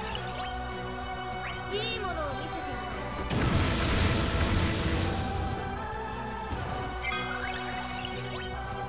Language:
Japanese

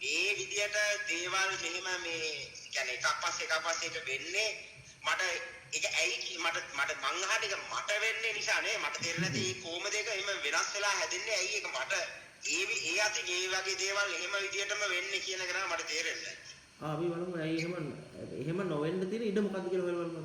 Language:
Sinhala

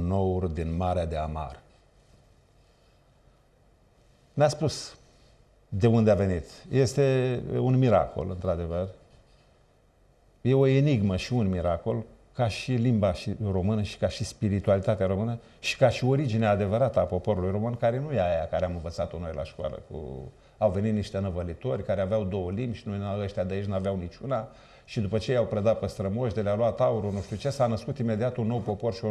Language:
Romanian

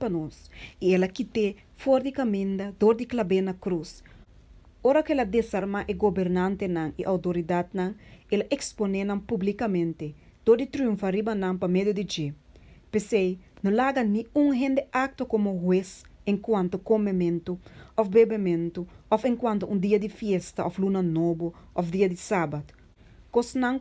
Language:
Papiamento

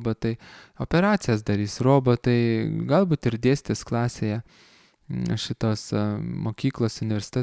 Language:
Lithuanian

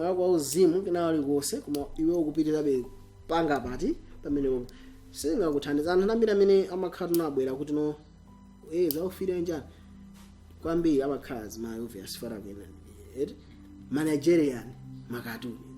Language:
Nyanja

